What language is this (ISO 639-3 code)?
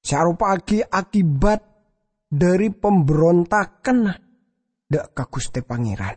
mad